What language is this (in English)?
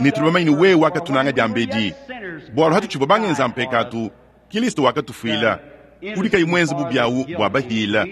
Luba-Lulua